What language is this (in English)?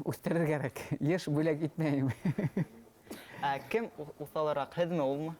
Bashkir